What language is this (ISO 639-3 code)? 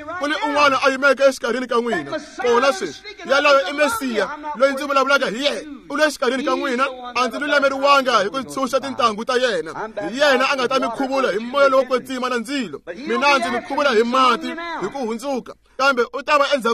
tso